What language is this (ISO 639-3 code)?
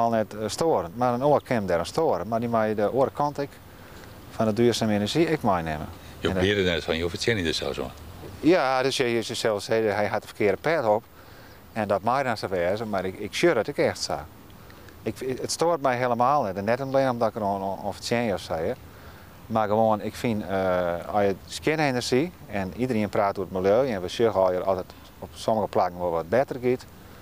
fry